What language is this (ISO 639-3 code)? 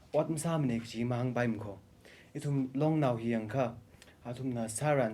nmf